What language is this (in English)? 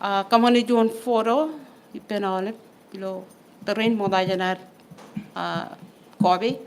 Marshallese